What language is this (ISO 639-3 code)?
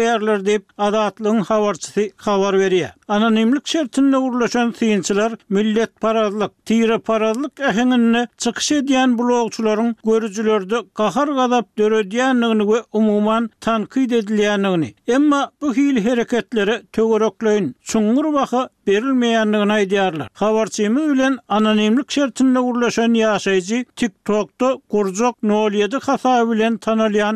tuk